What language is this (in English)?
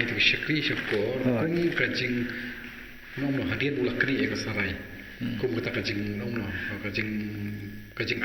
Khasi